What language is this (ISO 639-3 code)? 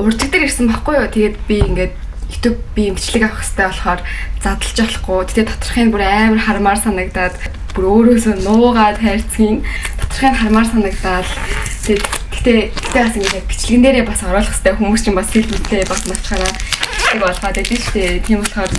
mon